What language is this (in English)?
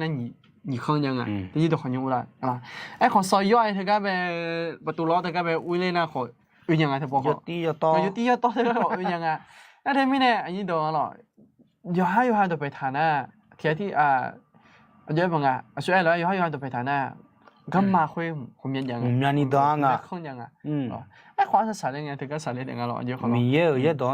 Akha